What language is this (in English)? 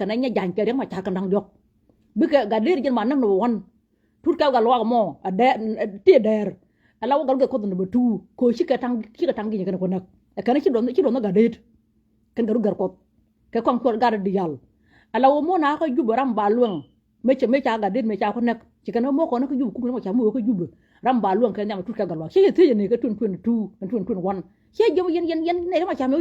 Nuer